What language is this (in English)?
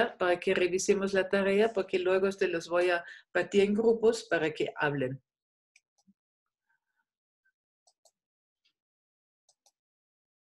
Spanish